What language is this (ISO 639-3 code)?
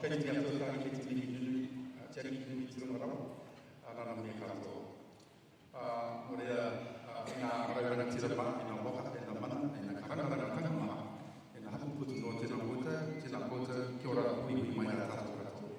mri